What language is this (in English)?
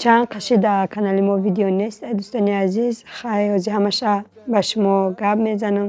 Tajik